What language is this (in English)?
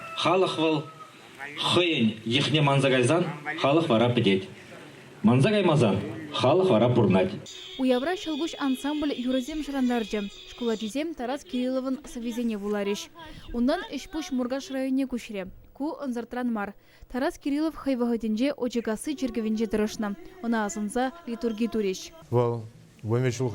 Chuvash